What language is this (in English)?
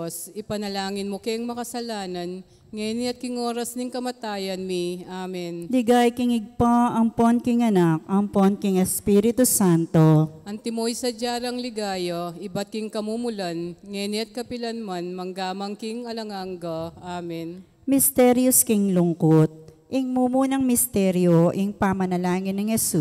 Pampanga